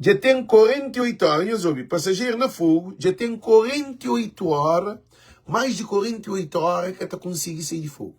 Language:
Kabuverdianu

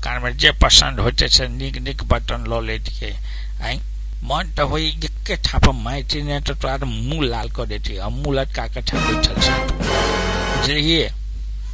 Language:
Maithili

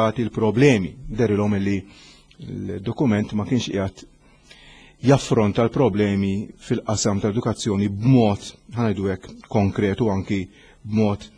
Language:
Maltese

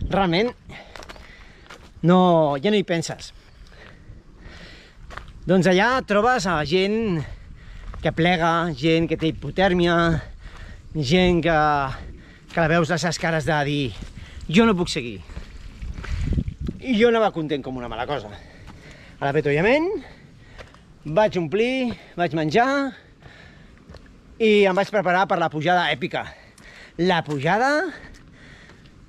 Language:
Catalan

